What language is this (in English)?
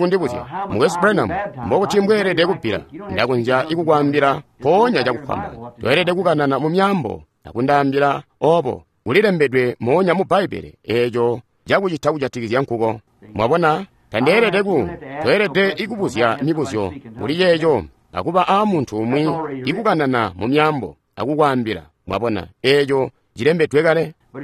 Tonga (Zambia)